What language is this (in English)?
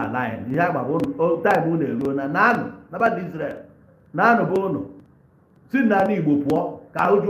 Igbo